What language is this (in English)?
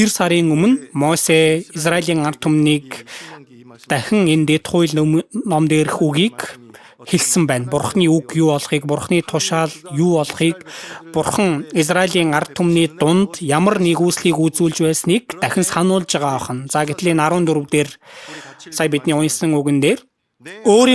Mongolian